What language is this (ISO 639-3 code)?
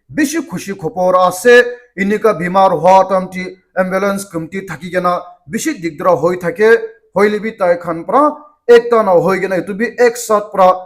nag